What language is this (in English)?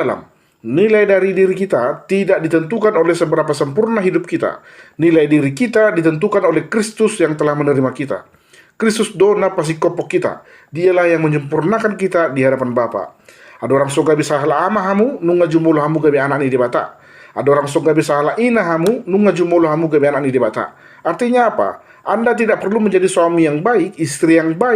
Batak Toba